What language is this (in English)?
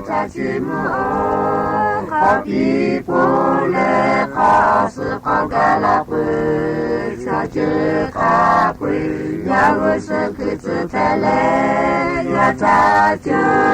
Lahu